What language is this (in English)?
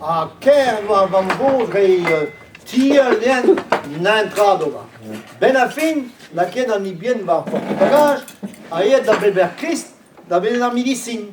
Breton